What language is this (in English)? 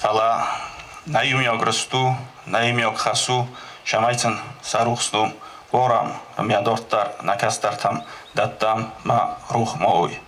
Ossetic